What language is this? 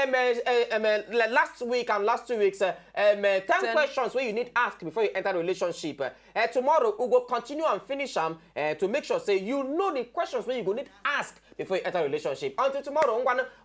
Nigerian Pidgin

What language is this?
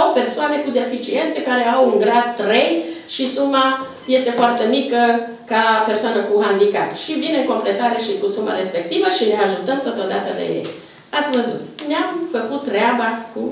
Romanian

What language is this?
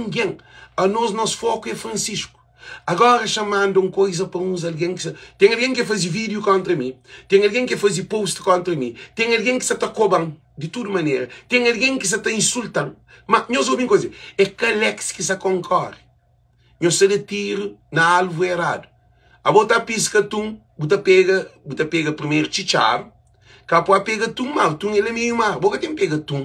Kabuverdianu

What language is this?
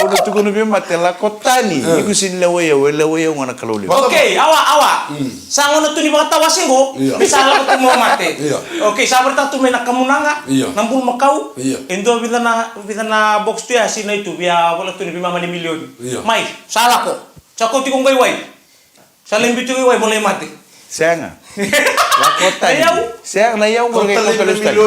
Fijian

